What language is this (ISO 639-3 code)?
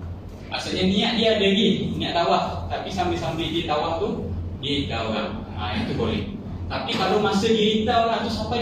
msa